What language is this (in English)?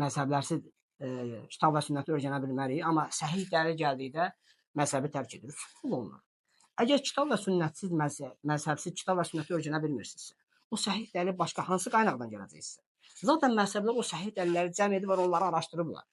Azerbaijani